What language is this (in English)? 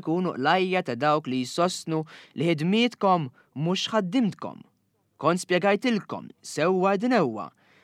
Maltese